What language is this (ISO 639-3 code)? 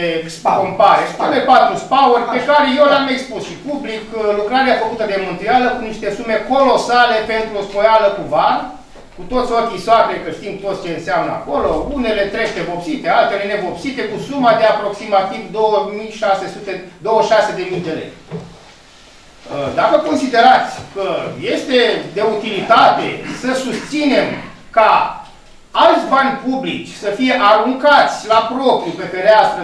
ron